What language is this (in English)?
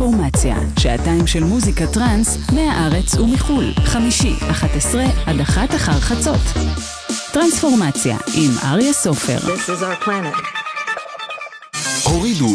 Hebrew